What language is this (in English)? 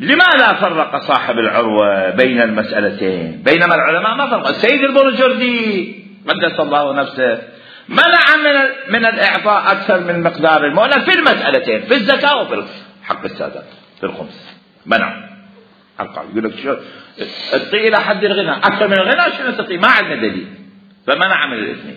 Mesopotamian Arabic